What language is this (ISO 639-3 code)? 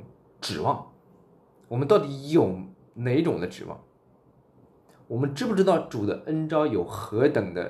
zho